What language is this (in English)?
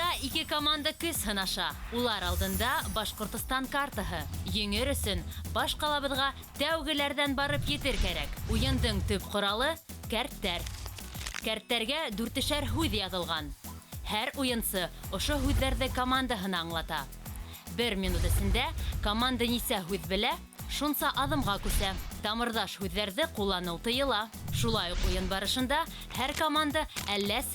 Bashkir